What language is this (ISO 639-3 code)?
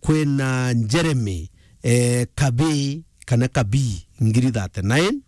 mer